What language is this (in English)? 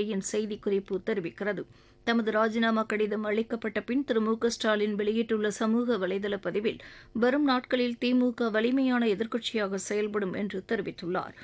Tamil